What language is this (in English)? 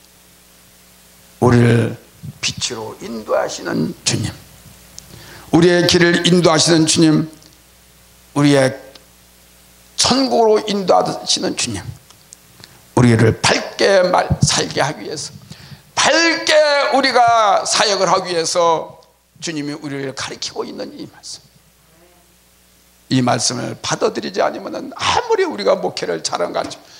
Korean